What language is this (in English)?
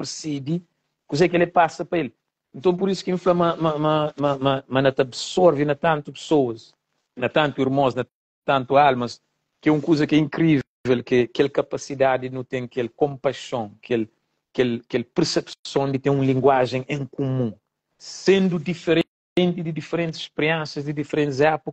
Kabuverdianu